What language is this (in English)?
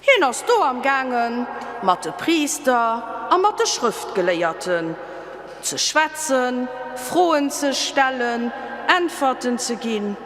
Luxembourgish